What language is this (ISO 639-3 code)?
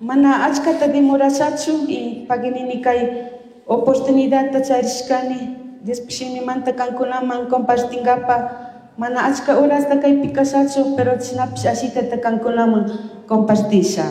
qug